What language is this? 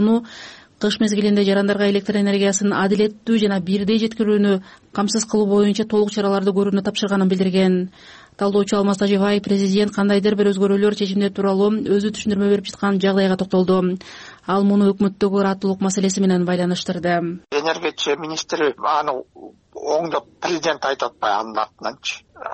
Kyrgyz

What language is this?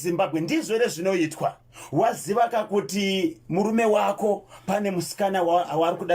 Shona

